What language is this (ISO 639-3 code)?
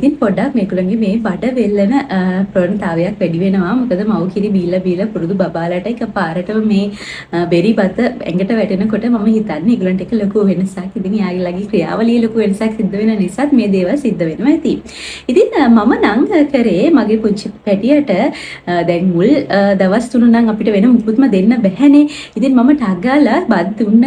sin